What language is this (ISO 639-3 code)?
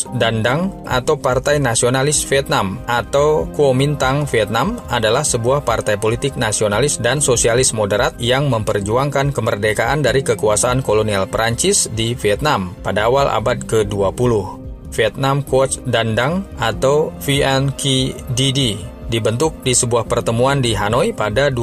ind